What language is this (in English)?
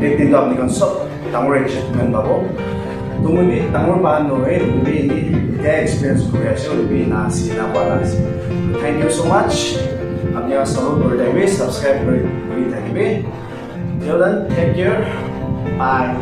Naga Pidgin